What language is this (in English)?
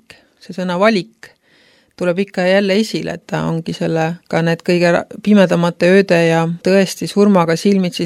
Estonian